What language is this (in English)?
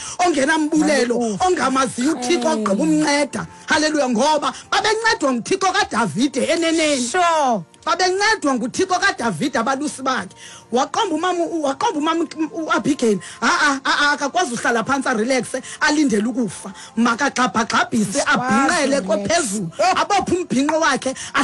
Xhosa